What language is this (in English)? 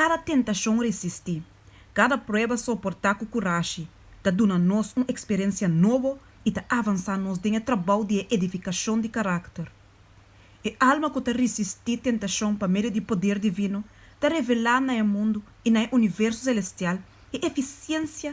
Papiamento